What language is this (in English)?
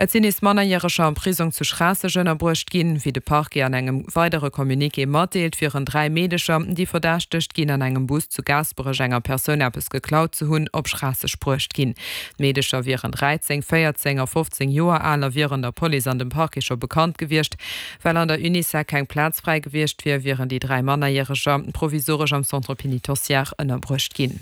Luxembourgish